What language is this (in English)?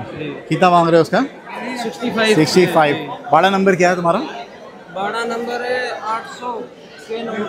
Hindi